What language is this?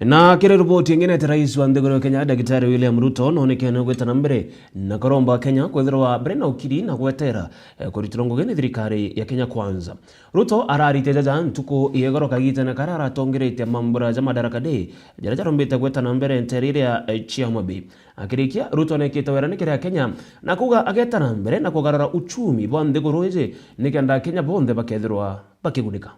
Meru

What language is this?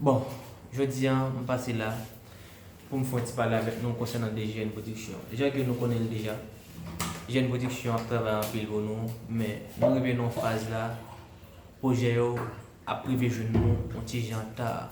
Haitian Creole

